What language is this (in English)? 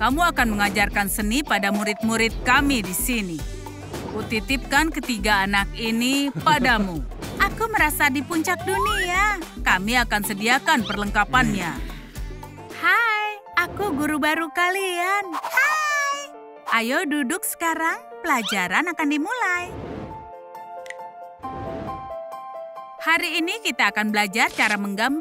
Indonesian